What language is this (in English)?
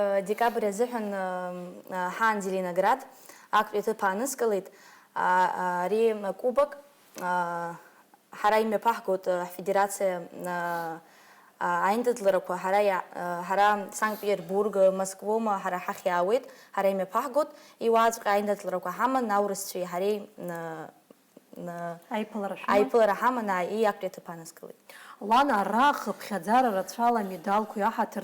Abkhazian